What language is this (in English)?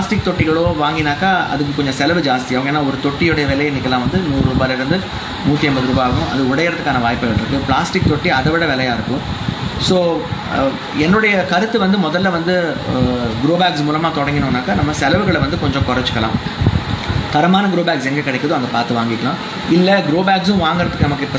Tamil